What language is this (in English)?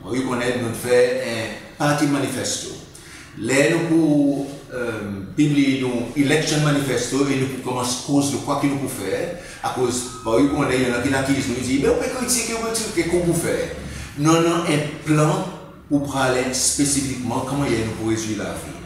Seselwa Creole French